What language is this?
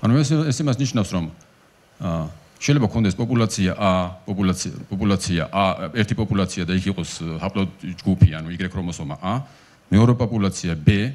Georgian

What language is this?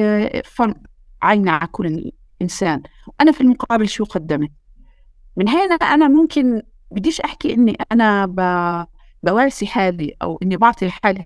North Levantine Arabic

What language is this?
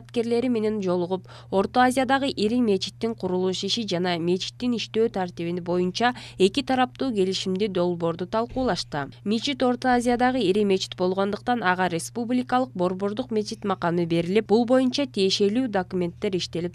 Kyrgyz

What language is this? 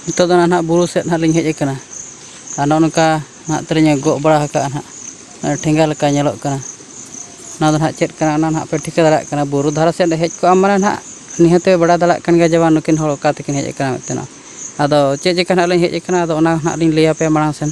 Santali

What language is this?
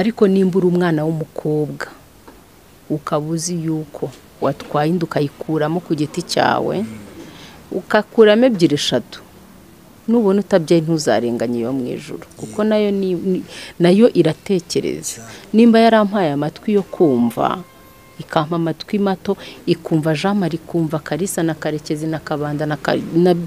Kinyarwanda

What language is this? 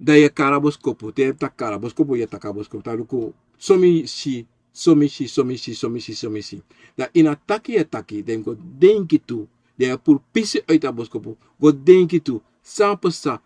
Sranan Tongo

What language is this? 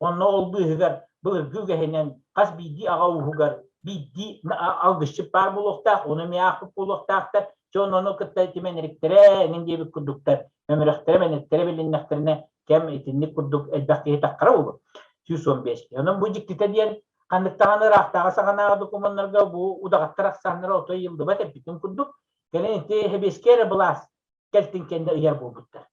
Yakut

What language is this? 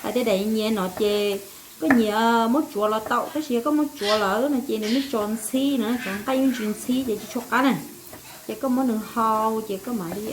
Hmong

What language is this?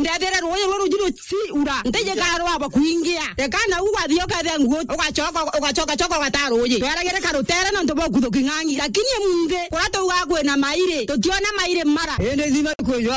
Meru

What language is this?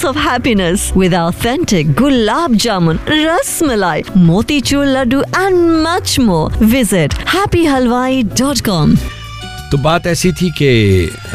Hindi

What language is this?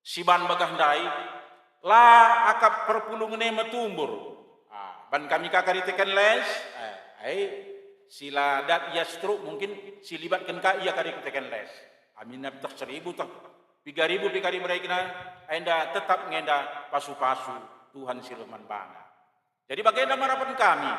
Batak Karo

